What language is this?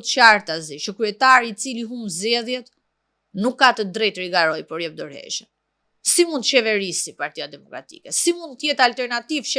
Albanian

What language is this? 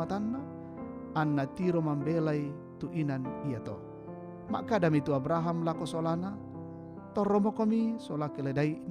Toraja-Sa'dan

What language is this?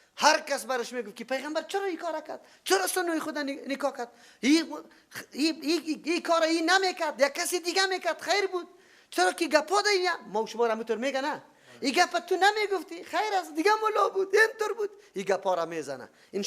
Persian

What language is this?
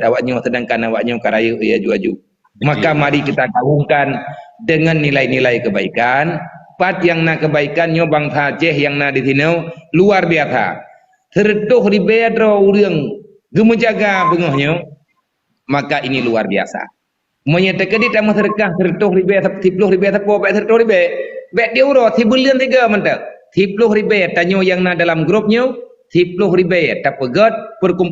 Achinese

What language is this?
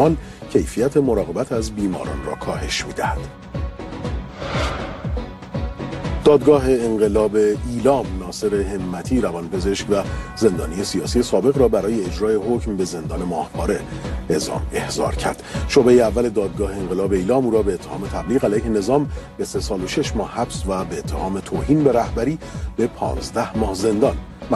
Persian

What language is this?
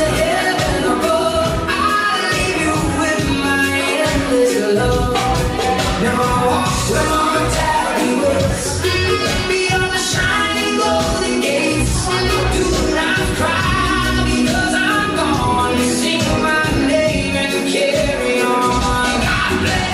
Gilbertese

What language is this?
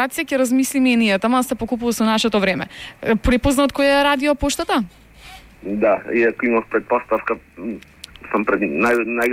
Macedonian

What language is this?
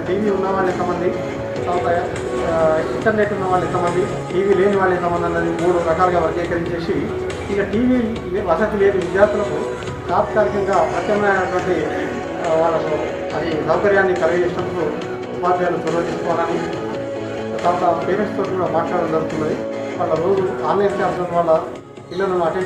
Telugu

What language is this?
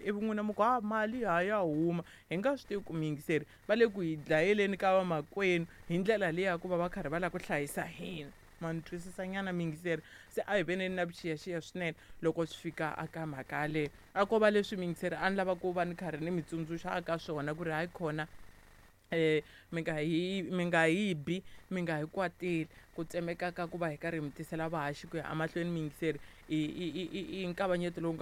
Tsonga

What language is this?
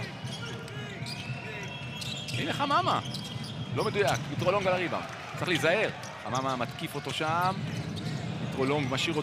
Hebrew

